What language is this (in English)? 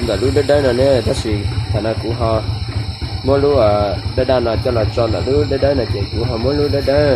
Hmong